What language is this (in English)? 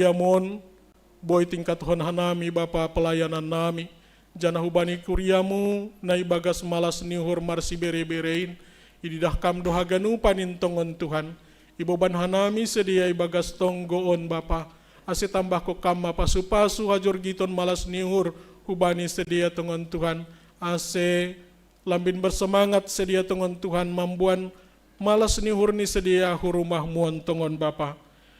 Batak Simalungun